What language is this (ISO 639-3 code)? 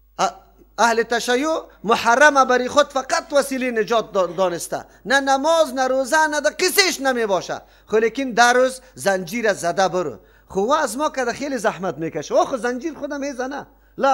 fas